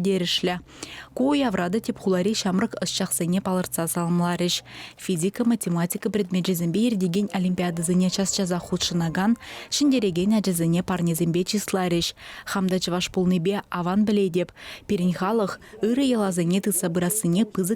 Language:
Chuvash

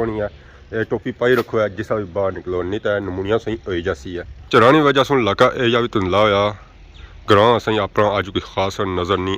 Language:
Pahari-Potwari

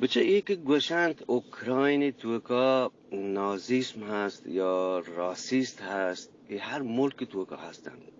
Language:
Eastern Balochi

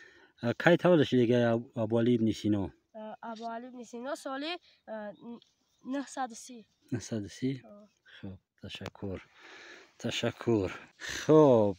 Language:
Tajik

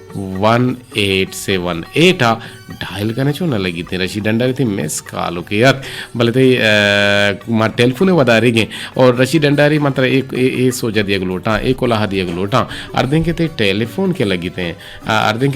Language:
Eastern Balochi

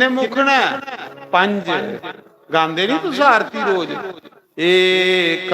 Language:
Dogri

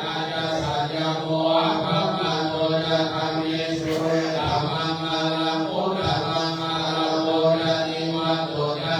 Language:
Pali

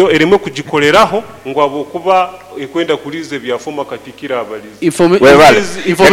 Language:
Nyoro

